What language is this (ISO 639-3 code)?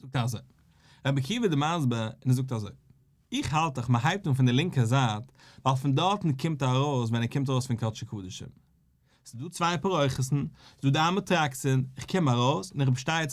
yid